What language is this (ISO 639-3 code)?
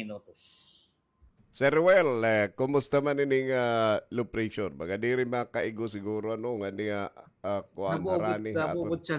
war